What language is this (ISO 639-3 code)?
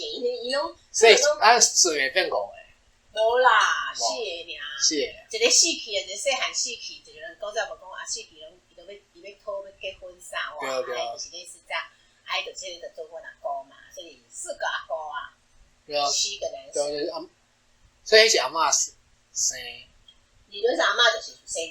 nan